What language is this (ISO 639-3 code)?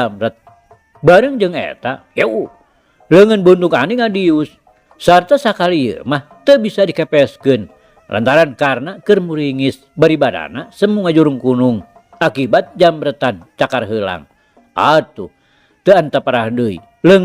sun